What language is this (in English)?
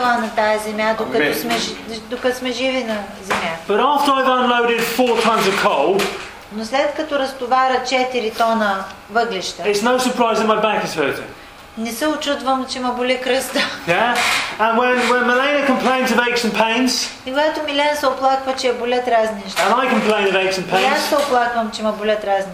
Bulgarian